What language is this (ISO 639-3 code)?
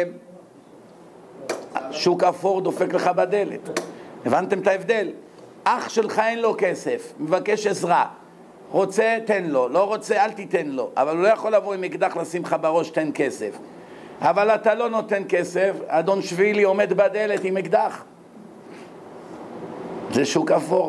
heb